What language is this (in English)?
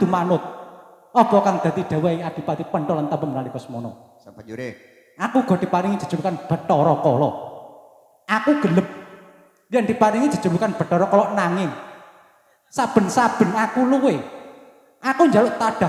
Javanese